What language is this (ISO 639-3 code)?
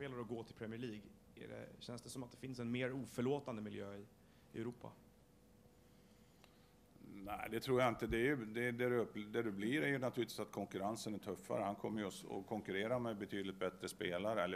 swe